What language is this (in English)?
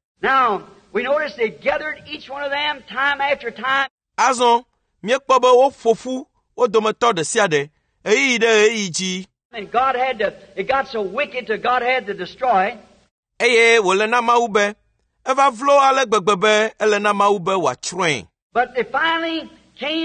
Ewe